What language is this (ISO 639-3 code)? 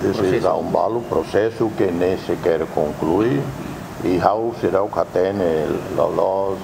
tet